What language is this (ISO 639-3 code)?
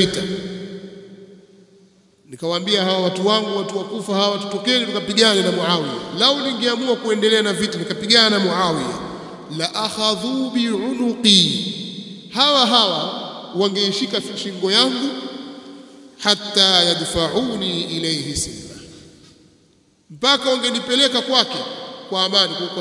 swa